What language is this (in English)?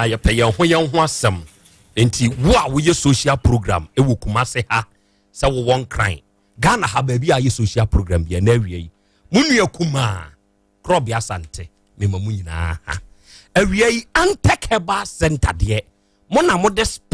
Akan